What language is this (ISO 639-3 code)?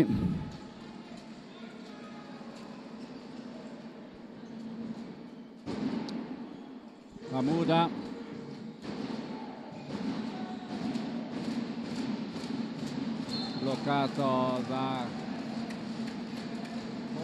ita